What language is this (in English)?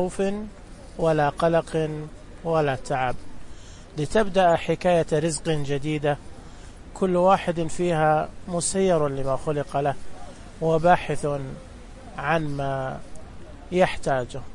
Najdi Arabic